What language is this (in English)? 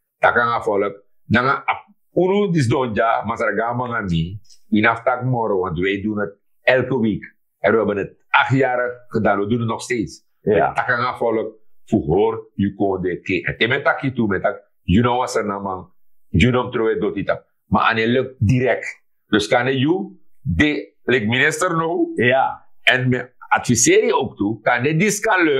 Sranan Tongo